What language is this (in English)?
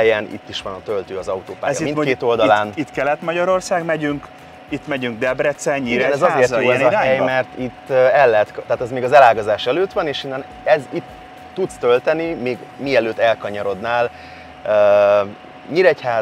Hungarian